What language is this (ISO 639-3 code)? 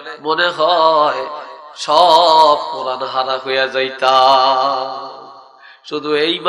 ben